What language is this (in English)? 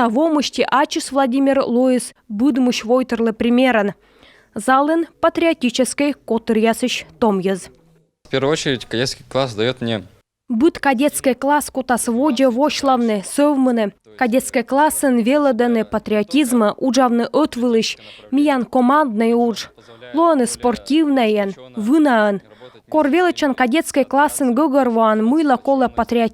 Komi